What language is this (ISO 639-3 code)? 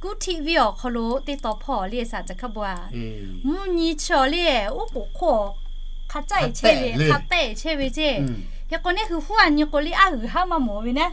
lhu